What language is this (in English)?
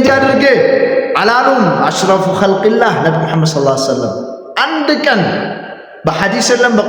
Amharic